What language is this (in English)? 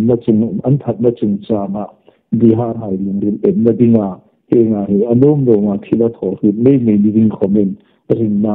Hmar